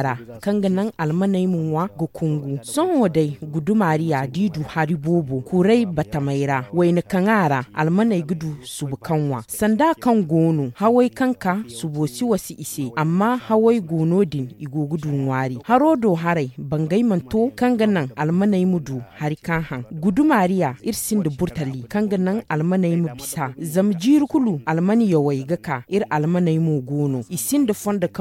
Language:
Zarma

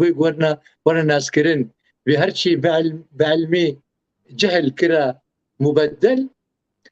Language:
Kurdish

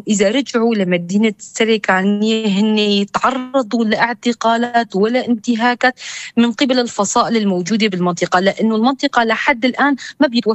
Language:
North Levantine Arabic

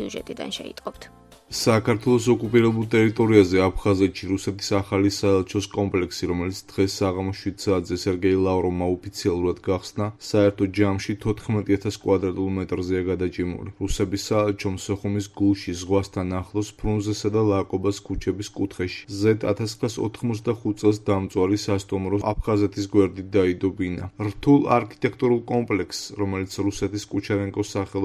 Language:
Georgian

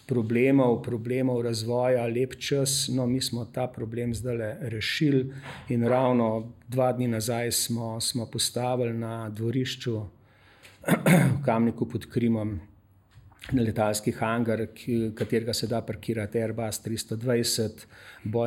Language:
Slovenian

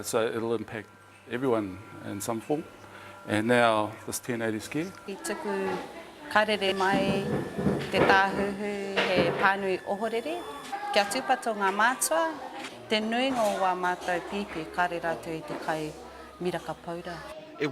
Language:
Māori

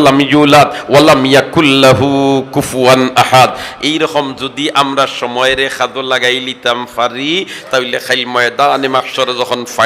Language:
Sylheti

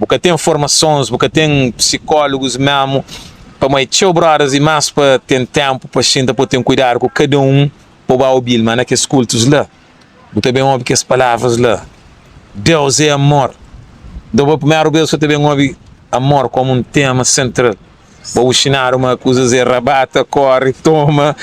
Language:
Kabuverdianu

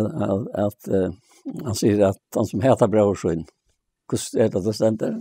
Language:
Faroese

